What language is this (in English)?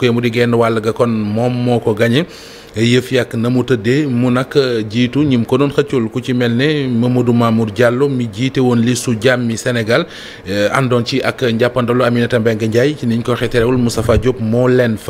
Wolof